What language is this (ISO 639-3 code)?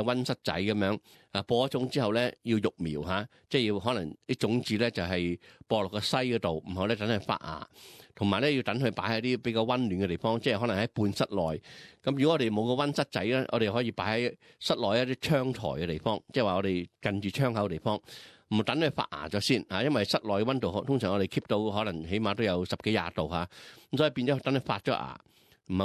yue